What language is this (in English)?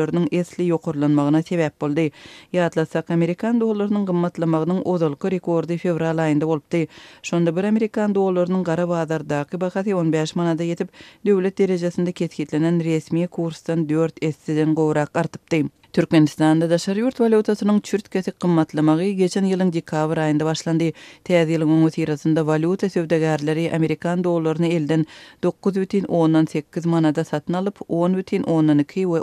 Turkmen